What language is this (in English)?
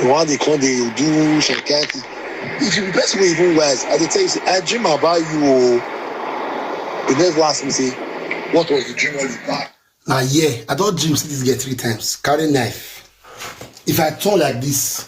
Nigerian Pidgin